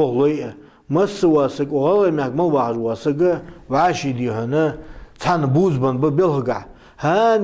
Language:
Ingush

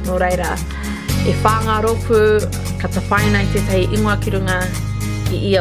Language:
Māori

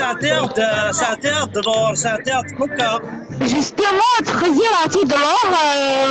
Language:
Kabyle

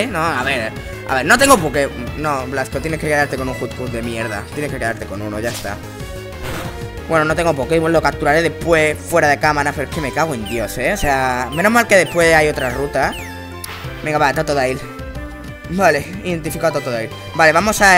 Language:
Spanish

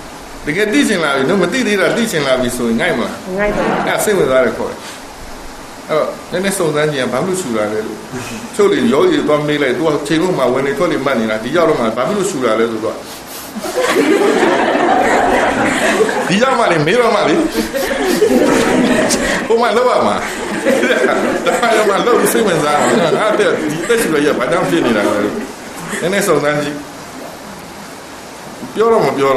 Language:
Burmese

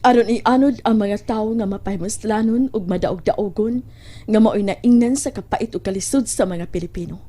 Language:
Cebuano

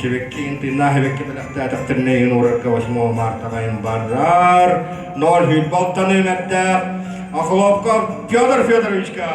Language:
Yakut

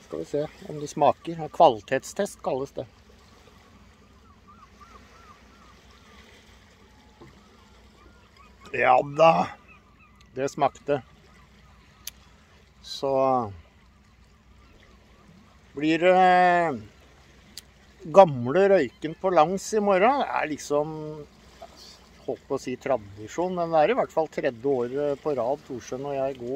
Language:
Norwegian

